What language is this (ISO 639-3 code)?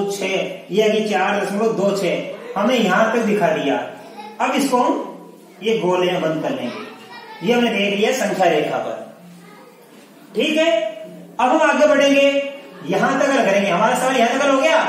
hin